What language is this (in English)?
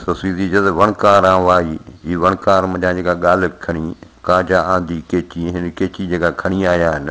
Sindhi